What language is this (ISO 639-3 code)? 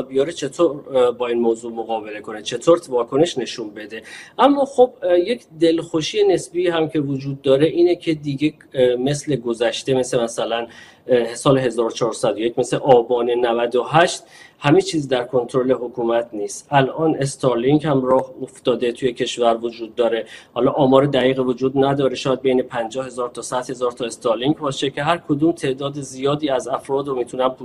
fas